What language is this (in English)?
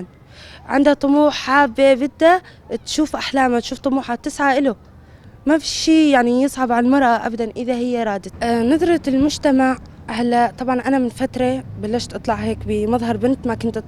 North Levantine Arabic